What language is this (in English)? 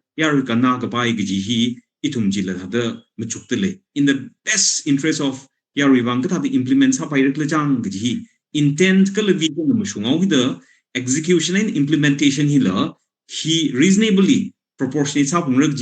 Tangkhul Naga (India)